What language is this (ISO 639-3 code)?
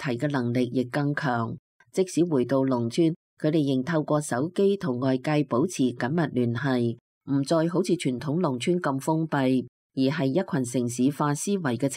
yue